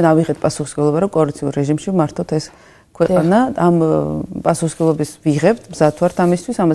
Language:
Georgian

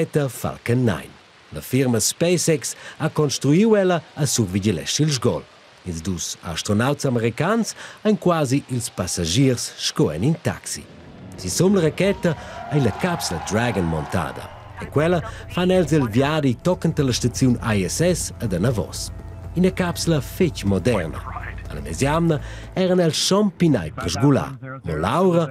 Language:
Romansh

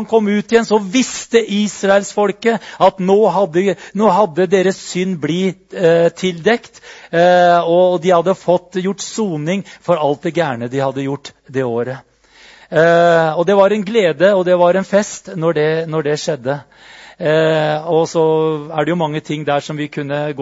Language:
Norwegian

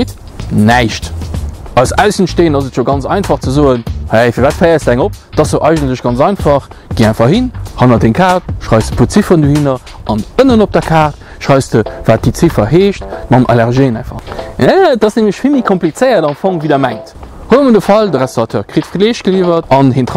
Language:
Luxembourgish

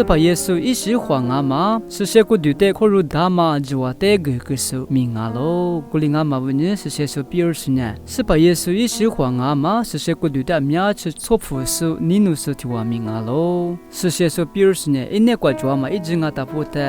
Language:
Lisu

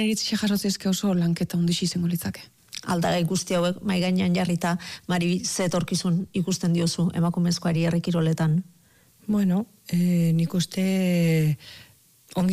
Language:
Basque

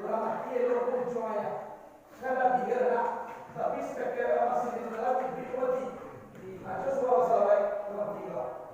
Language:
Minangkabau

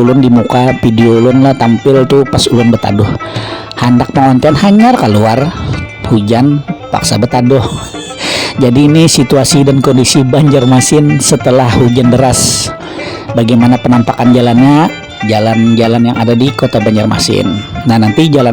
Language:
Banjar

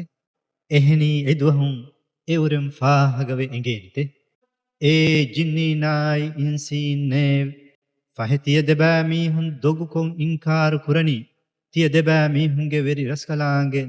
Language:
Divehi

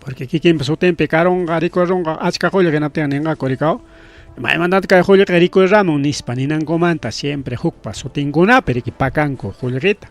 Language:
Ayacucho Quechua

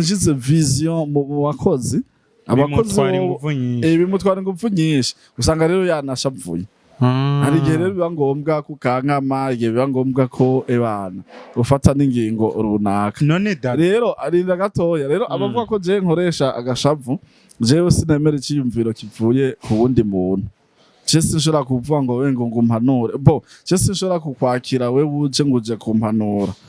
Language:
Rundi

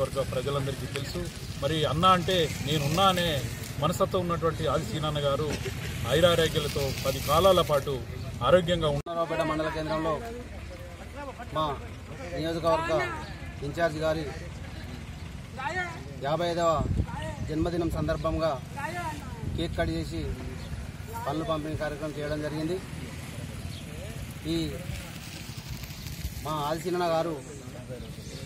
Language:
Telugu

